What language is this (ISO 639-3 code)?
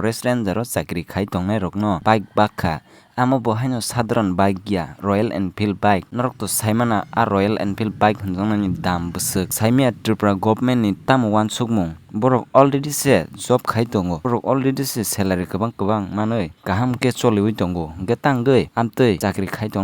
trp